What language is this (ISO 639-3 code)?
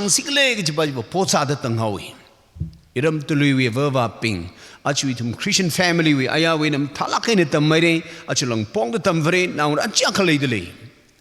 nmf